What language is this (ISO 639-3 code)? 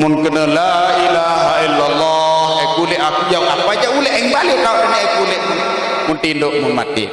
sas